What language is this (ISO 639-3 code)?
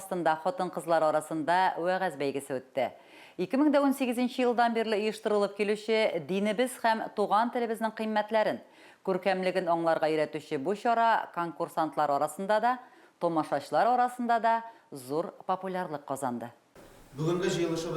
tat